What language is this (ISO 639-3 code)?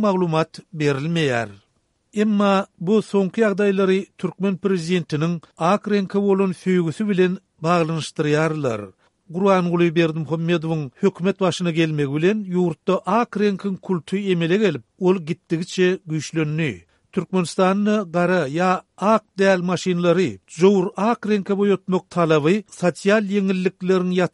tuk